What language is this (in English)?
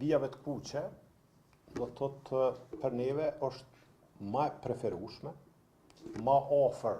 Albanian